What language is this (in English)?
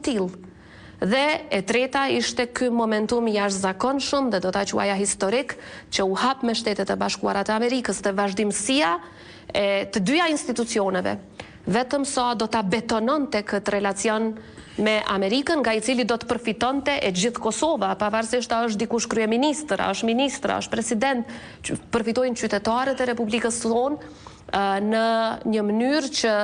Albanian